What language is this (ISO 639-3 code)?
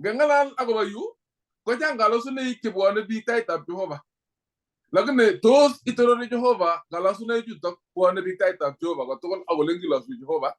kln